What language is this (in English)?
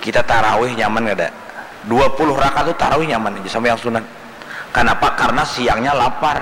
Banjar